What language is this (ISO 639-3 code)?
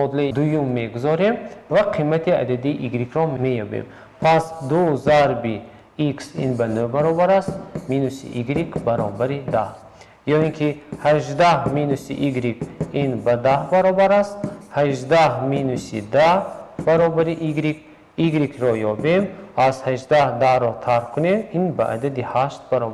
tgk